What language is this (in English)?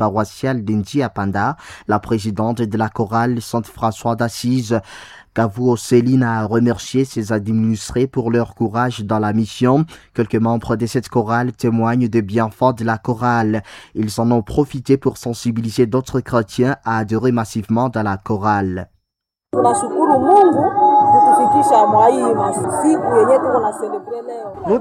French